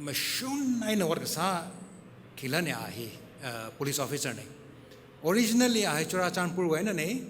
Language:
Tangkhul Naga (India)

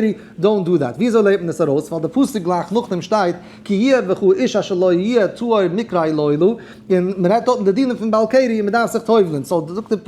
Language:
Yiddish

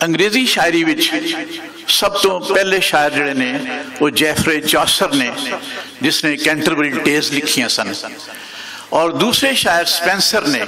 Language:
Western Panjabi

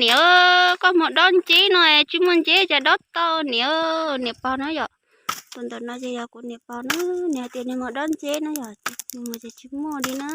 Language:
Hmong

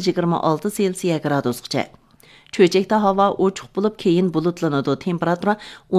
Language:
Uyghur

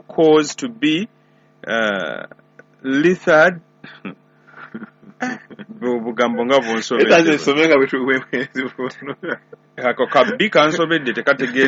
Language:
Ganda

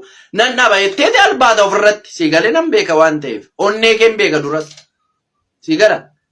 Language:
Oromo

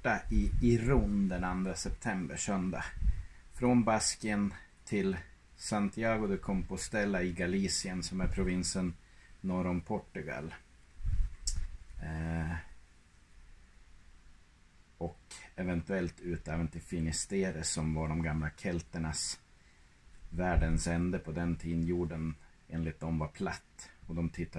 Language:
Swedish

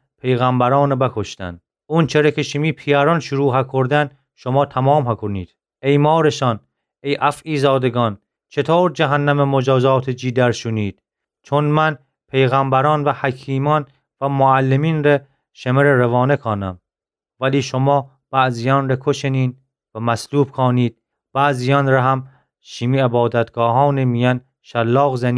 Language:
Gilaki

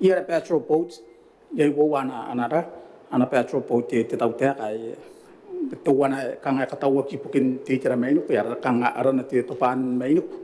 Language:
Gilbertese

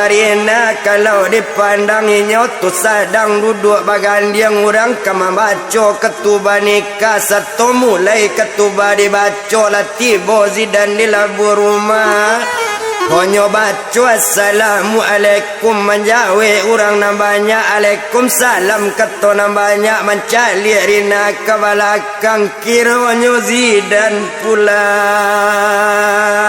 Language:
Minangkabau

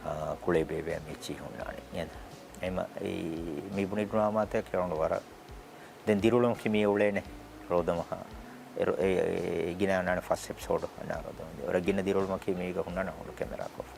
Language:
Divehi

